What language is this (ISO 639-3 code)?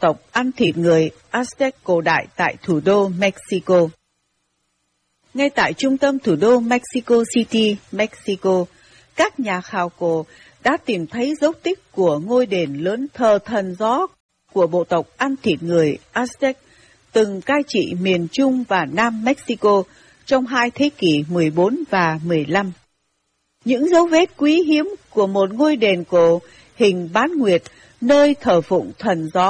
vie